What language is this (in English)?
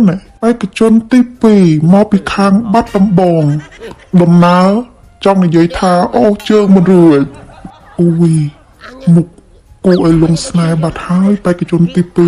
Khmer